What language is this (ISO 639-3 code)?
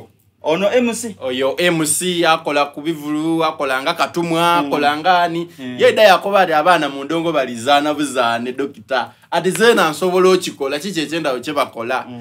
xog